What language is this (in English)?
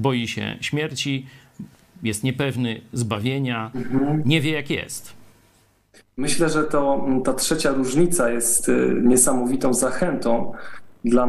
Polish